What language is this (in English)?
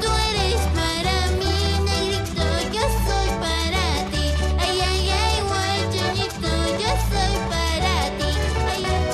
Aymara